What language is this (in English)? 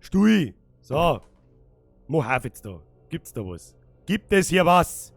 Bavarian